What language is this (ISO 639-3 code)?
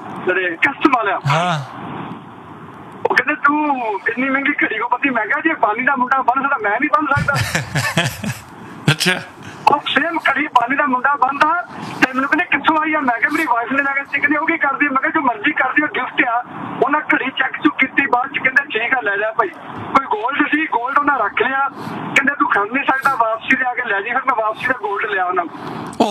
pan